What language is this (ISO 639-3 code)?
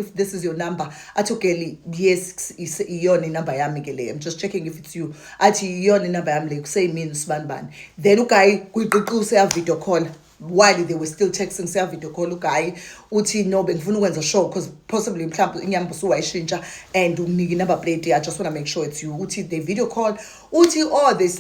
zul